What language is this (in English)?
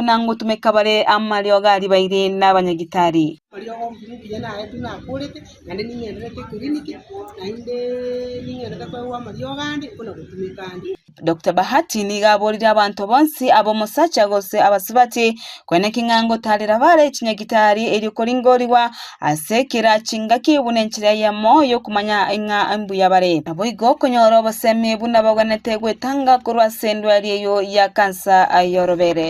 Gusii